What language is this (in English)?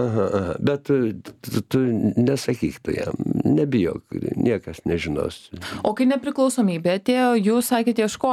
Lithuanian